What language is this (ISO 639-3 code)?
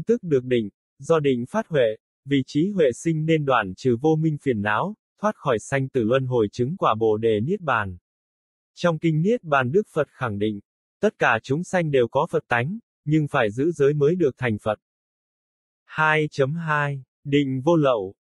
vie